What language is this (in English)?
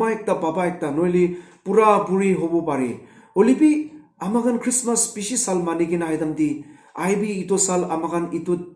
Naga Pidgin